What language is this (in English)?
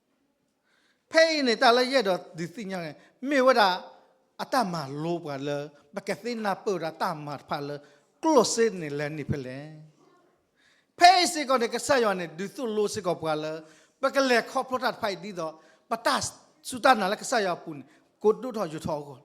S'gaw Karen